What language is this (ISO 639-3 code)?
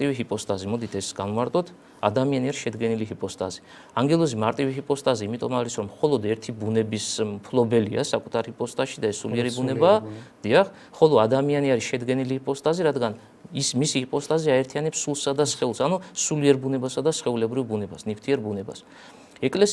kat